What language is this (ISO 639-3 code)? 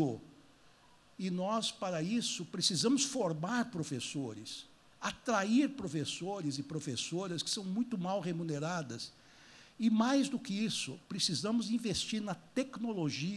por